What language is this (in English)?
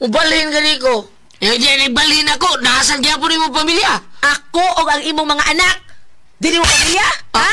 Cebuano